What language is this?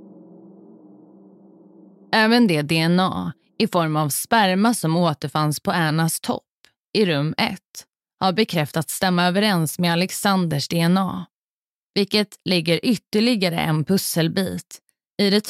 Swedish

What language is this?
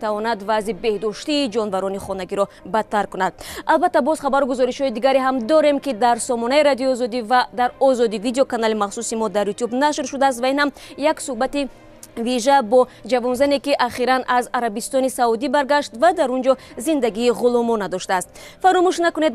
Tajik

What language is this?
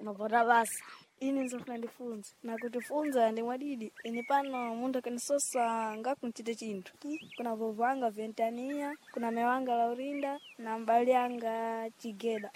Sena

